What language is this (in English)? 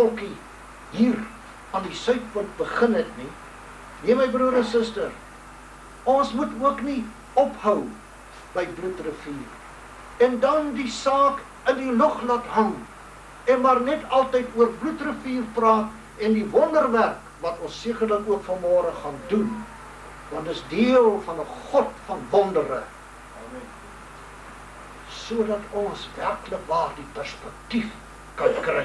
Afrikaans